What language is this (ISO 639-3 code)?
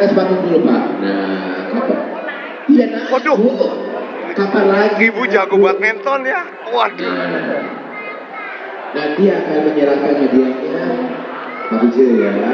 ind